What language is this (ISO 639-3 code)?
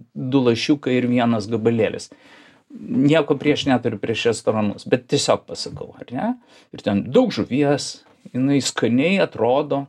lit